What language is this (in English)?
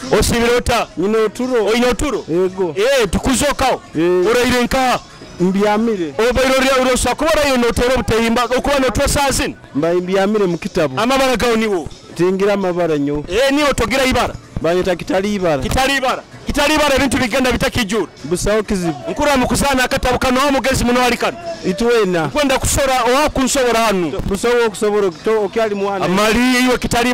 Nyoro